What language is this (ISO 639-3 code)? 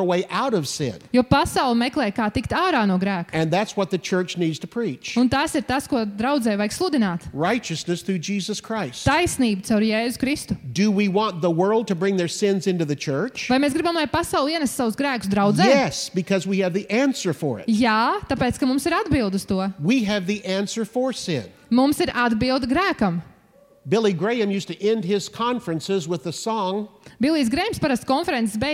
lav